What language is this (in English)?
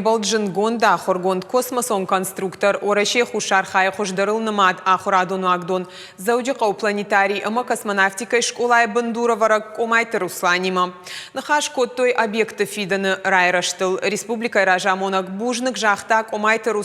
Ossetic